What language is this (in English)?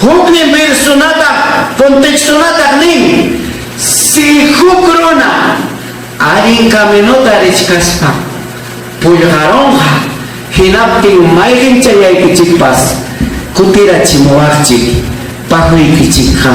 Ayacucho Quechua